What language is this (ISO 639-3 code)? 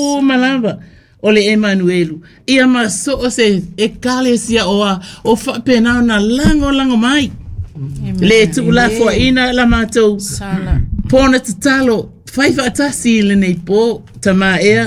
smo